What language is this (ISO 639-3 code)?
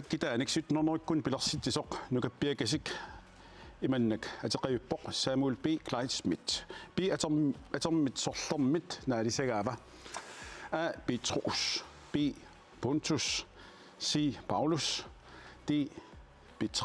kal